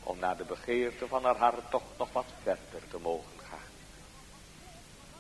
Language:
Dutch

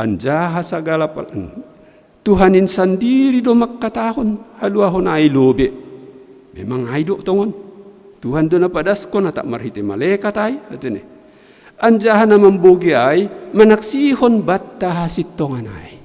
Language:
Batak Simalungun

